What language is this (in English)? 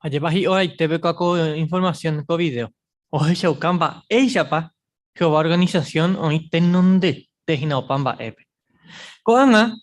Guarani